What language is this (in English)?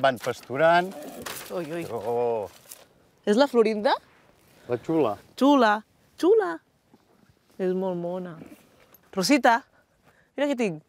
Catalan